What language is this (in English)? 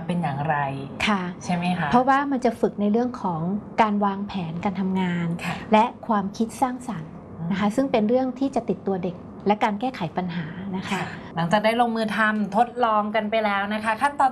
Thai